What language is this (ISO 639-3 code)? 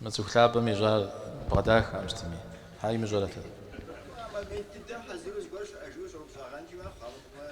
kbd